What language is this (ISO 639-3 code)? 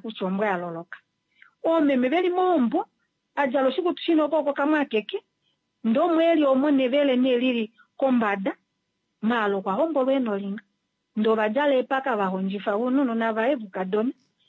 kua